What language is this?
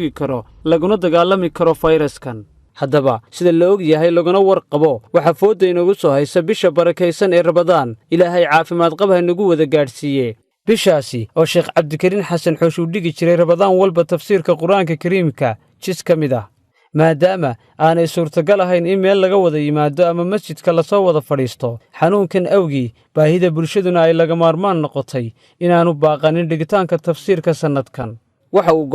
Somali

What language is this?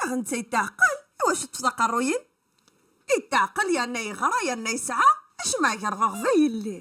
Kabyle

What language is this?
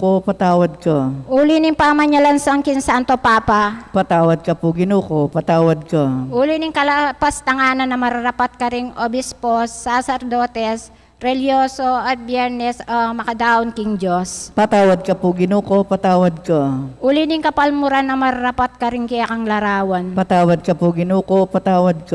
Pampanga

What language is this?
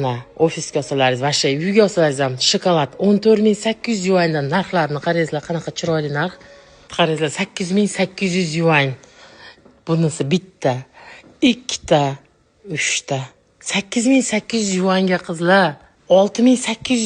Uzbek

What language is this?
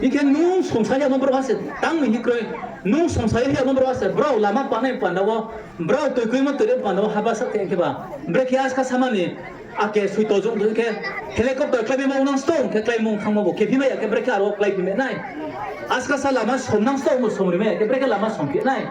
Riang (India)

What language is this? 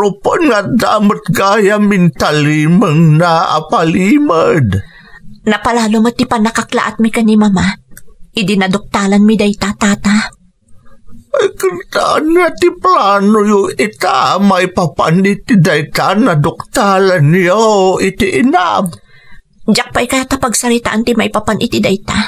Iloko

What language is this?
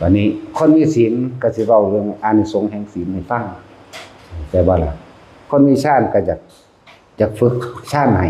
Lao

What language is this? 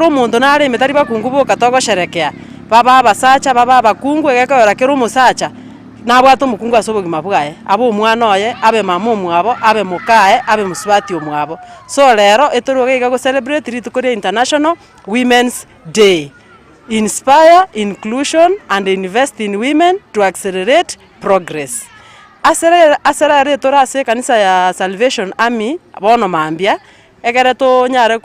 Gusii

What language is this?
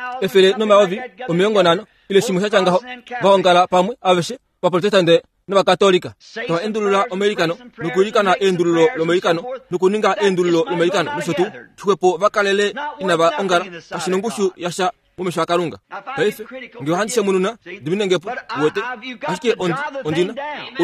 Kuanyama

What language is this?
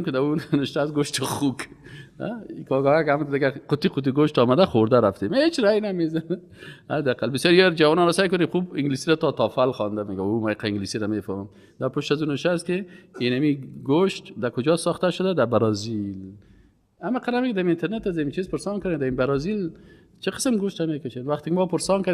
Persian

